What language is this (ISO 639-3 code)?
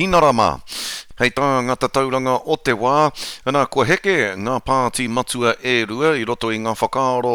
mri